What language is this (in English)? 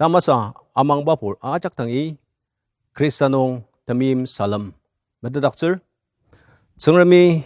Ao Naga